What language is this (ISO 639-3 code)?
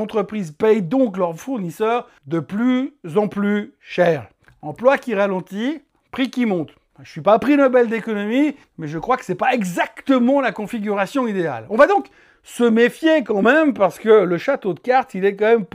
fra